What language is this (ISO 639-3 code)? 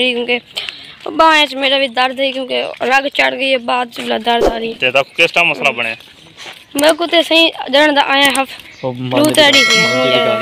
skr